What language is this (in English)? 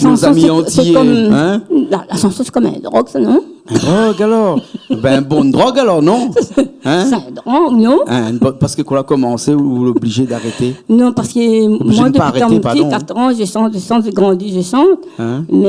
Réunion Creole French